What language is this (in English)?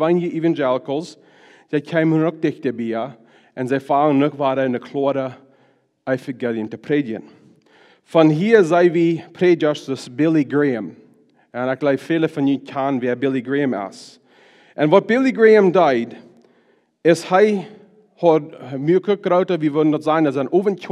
Plautdietsch